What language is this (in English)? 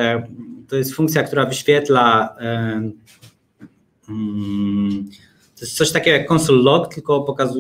Polish